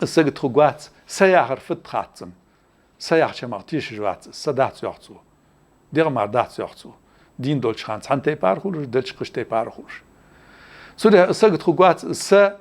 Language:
Ingush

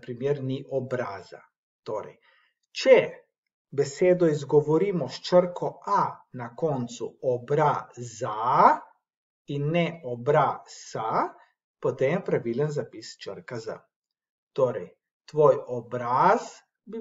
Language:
Slovenian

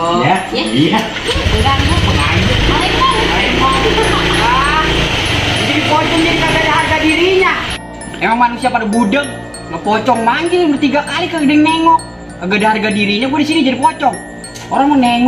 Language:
Betawi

